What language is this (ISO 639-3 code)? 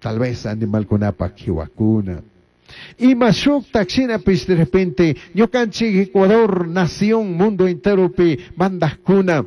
qug